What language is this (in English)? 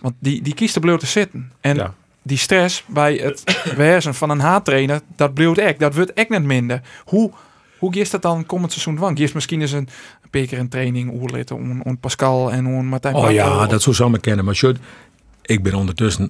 Western Frisian